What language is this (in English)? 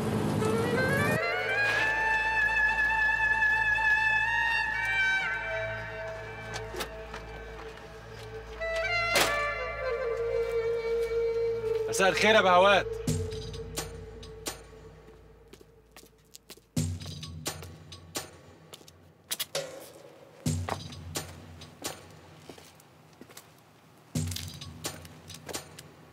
Egyptian Arabic